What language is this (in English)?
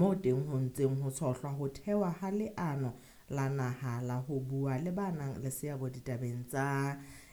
Southern Sotho